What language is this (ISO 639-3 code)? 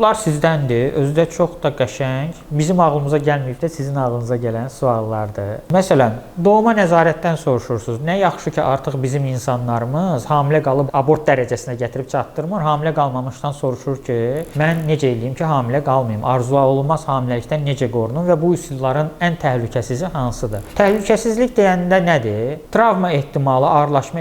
aze